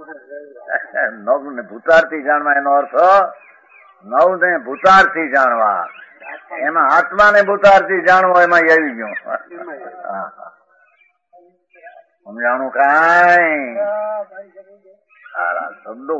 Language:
Gujarati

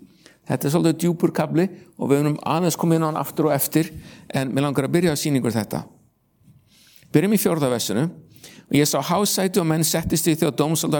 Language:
Icelandic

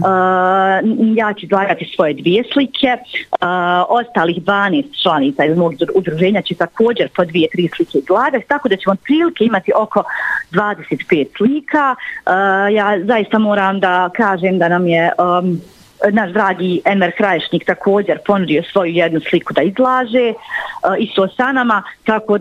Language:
Bosnian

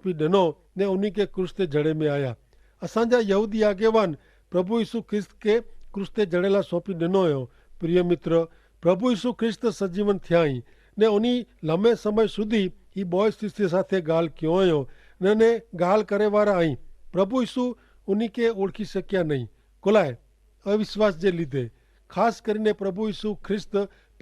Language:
Kachhi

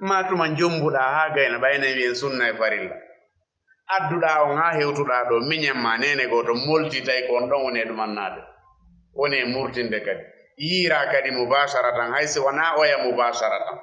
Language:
Fula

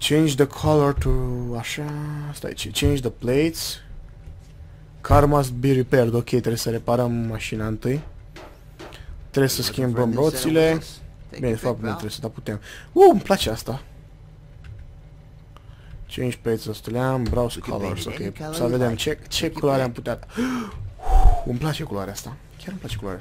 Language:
Romanian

